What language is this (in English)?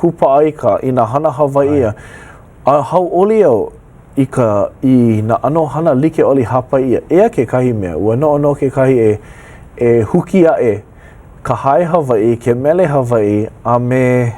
Hawaiian